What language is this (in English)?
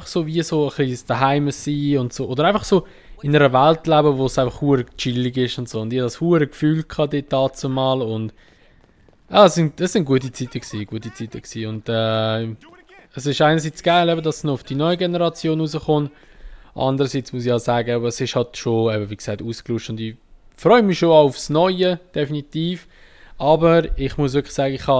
Swiss German